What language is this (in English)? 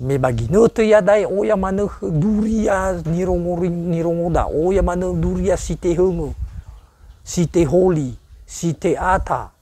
Nias